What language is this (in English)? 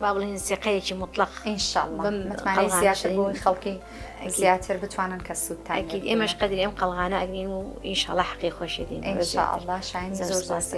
Central Kurdish